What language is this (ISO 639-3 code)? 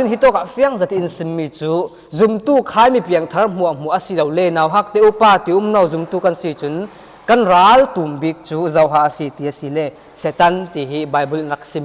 cfm